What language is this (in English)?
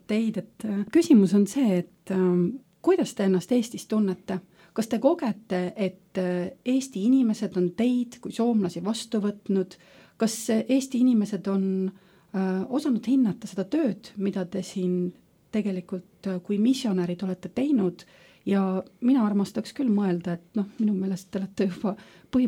Estonian